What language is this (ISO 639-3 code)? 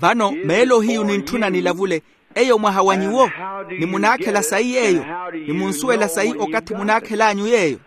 vmw